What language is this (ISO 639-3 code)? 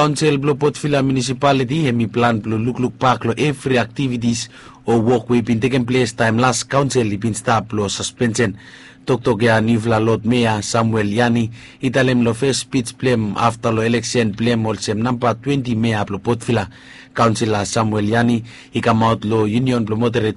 bis